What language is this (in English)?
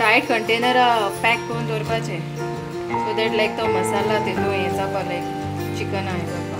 Konkani